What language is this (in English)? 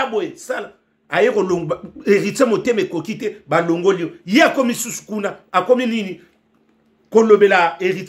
Lingala